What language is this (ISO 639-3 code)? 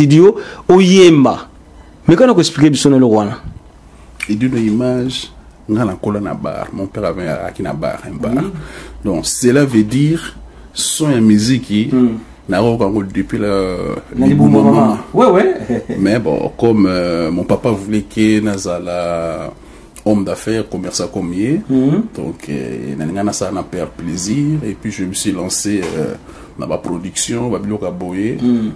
lin